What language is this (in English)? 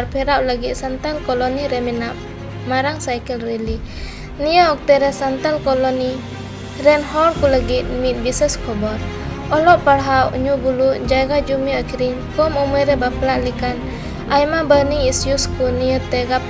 Santali